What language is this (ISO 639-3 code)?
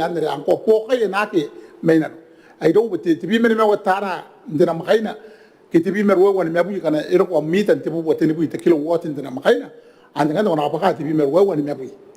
gil